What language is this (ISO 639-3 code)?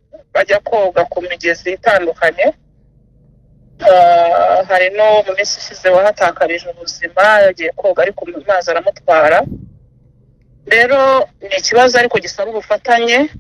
kin